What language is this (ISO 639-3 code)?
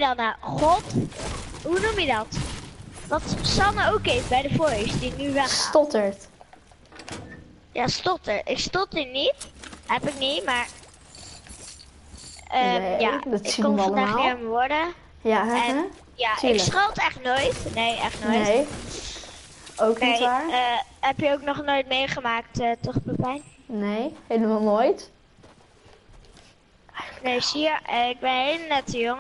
nld